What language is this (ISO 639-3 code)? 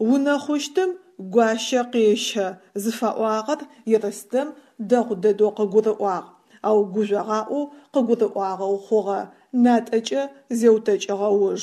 ady